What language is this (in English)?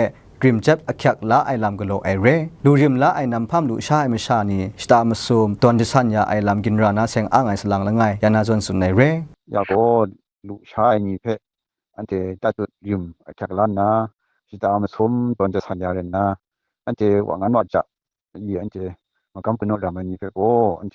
Kachin